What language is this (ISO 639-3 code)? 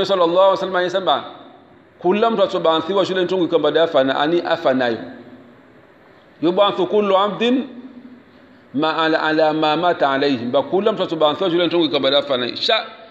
swa